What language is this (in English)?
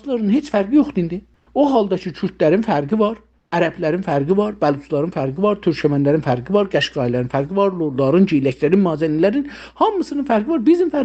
South Azerbaijani